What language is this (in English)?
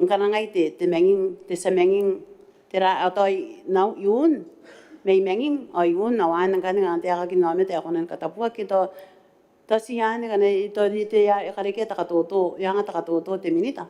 Gilbertese